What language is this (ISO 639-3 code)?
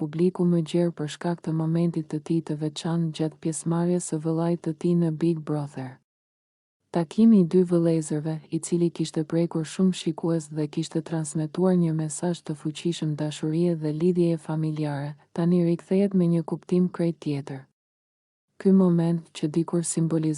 sqi